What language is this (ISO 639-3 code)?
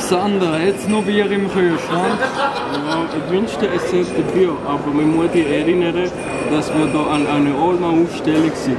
gsw